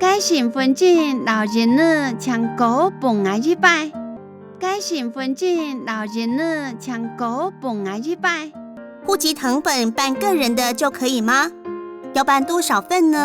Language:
Hakka Chinese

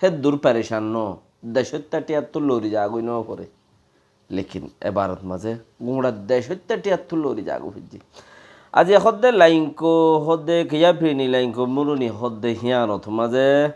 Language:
Rohingya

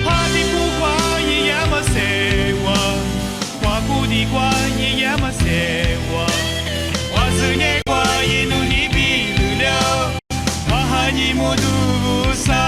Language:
Lisu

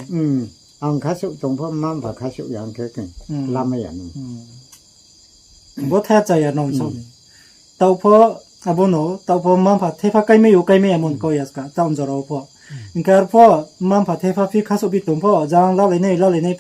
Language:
Riang (India)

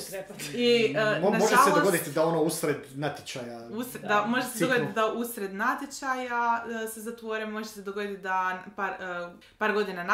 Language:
Croatian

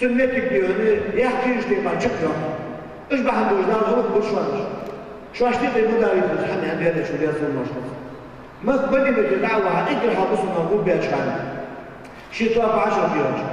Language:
Ingush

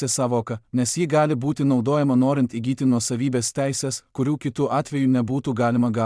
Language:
Lithuanian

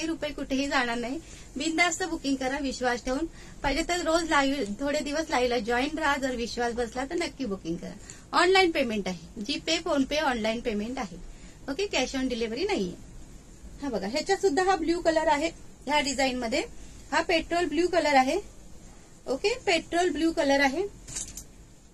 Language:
Marathi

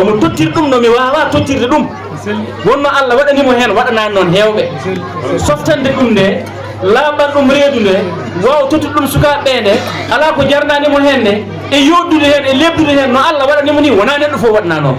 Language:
Fula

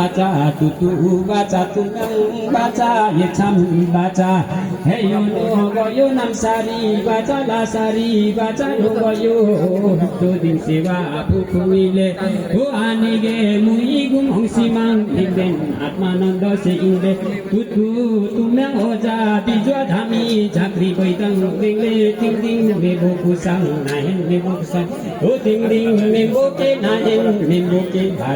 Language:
Limbu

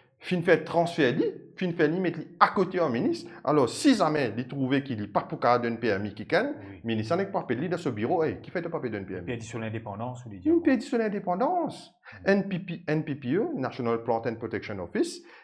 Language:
Morisyen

